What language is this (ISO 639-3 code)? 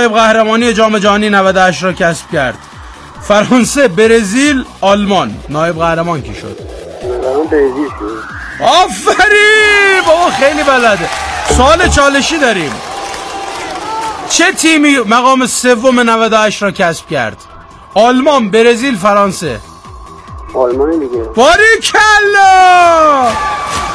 fas